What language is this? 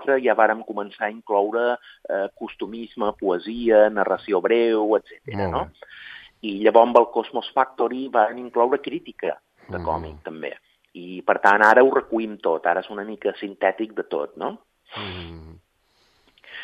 Catalan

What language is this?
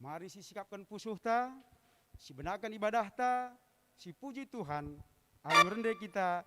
Batak Karo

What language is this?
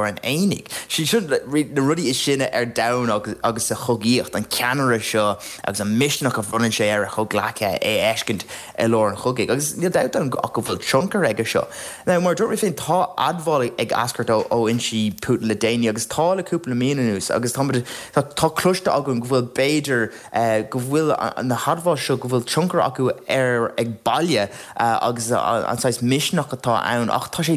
Irish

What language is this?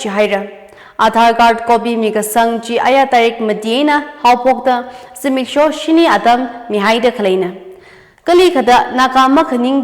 Tangkhul Naga (India)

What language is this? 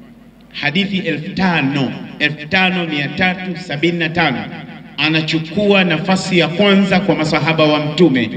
Swahili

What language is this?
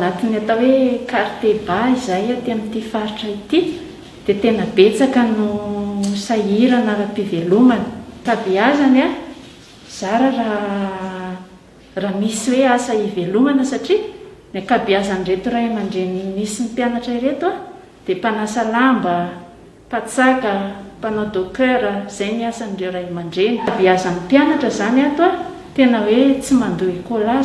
Malagasy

